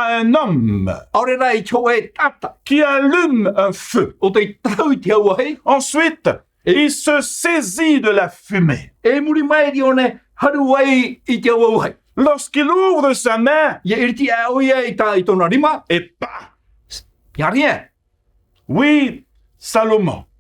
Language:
Tahitian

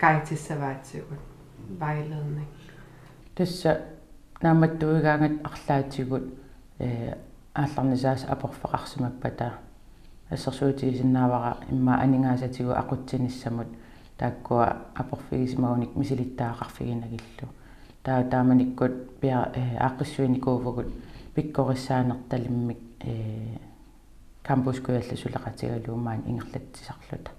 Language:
Kalaallisut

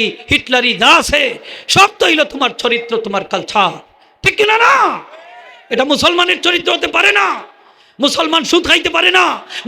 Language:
Sylheti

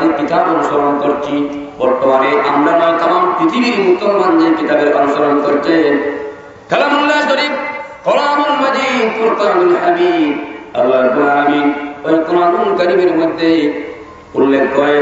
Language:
Bangla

